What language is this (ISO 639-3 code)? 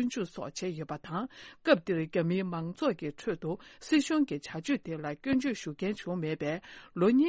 bod